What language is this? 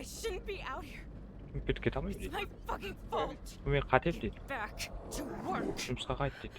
Kara-Kalpak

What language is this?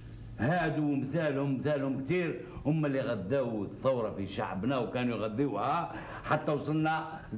Algerian Arabic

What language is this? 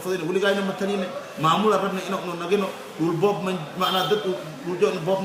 Somali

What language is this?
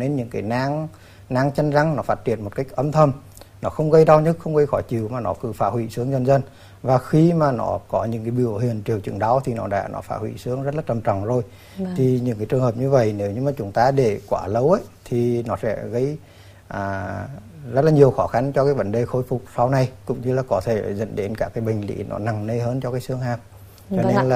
Vietnamese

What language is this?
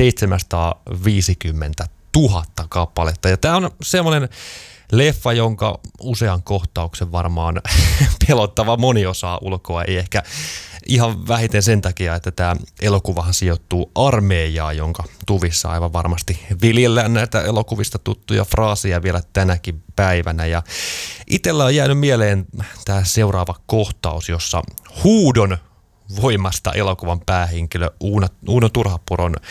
Finnish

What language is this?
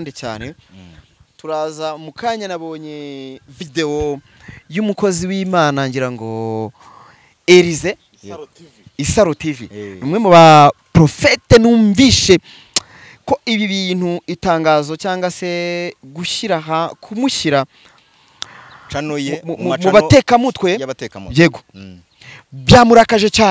Kinyarwanda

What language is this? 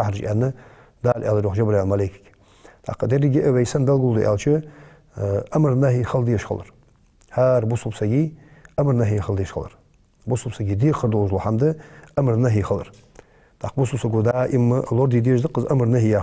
Ingush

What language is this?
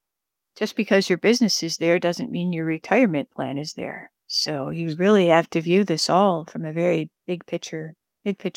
English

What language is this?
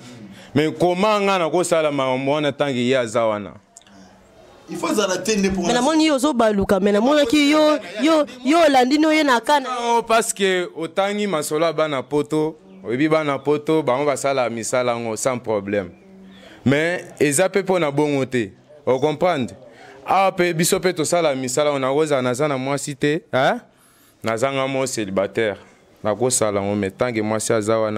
Lingala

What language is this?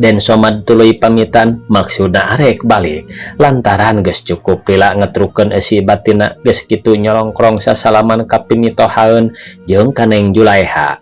Sundanese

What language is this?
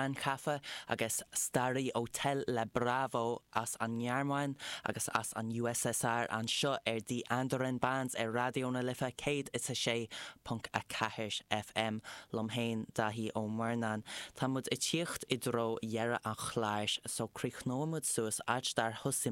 Irish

